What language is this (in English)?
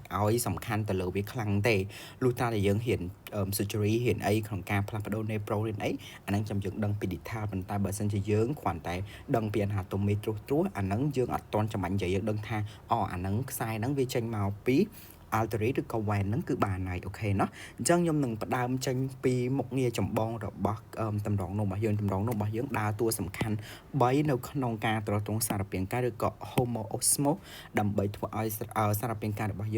Khmer